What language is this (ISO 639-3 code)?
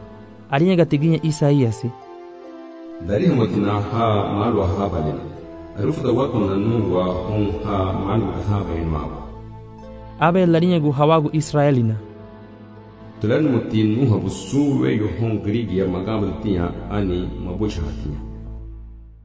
cab